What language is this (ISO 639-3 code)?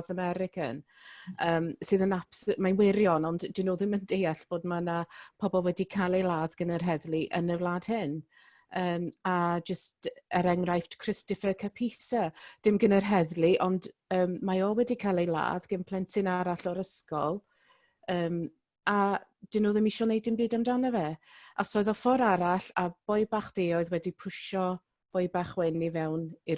cym